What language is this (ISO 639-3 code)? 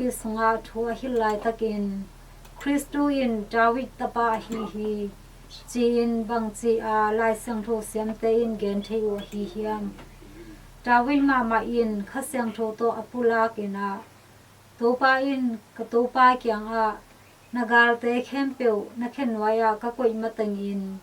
ctd